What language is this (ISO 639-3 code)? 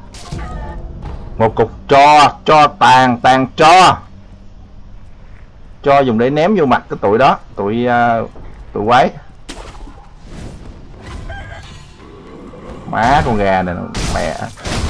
vie